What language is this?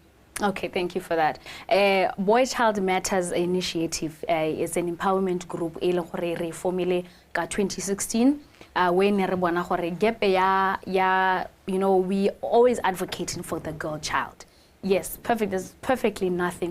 Tswana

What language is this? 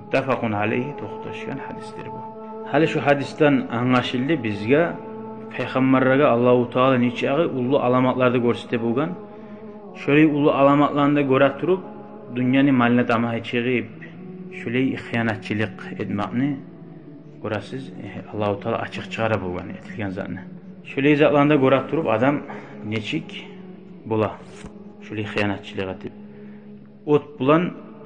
Kumyk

